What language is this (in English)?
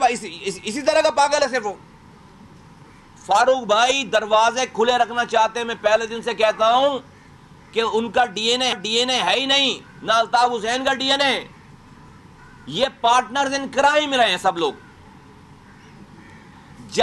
Urdu